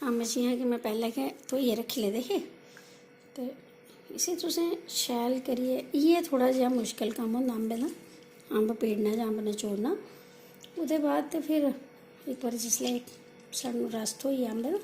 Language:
Dogri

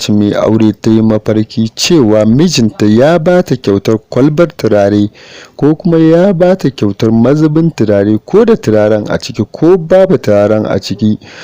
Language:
Hausa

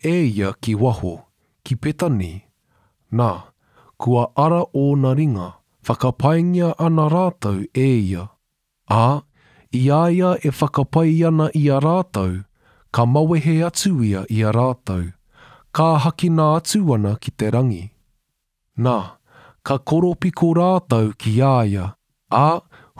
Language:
Māori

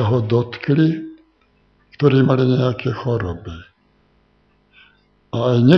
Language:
Slovak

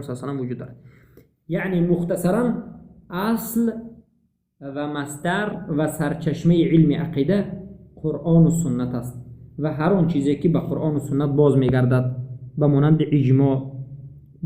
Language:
Tajik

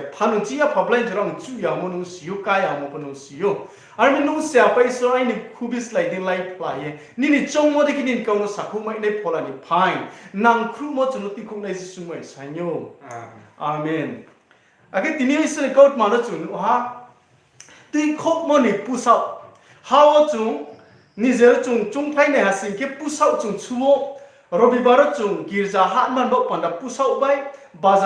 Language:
Riang (India)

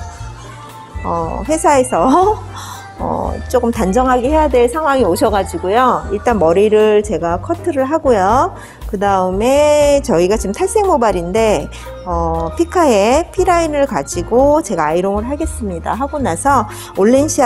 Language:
Korean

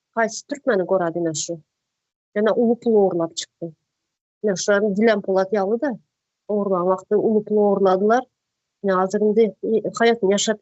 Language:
Turkmen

